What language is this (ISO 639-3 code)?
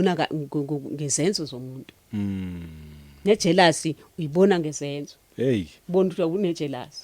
zul